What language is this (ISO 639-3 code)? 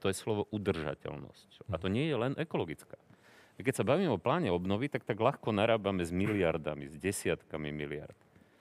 slk